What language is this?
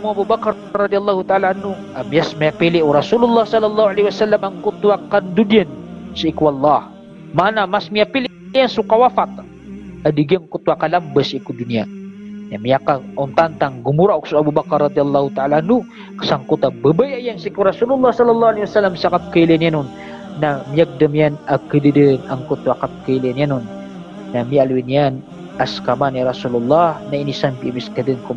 Maranao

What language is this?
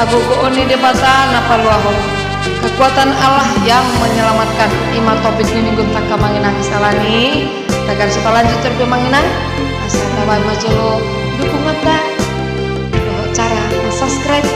Batak Toba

